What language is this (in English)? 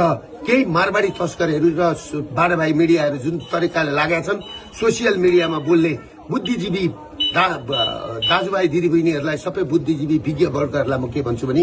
Nepali